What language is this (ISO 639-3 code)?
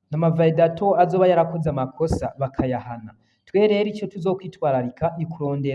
run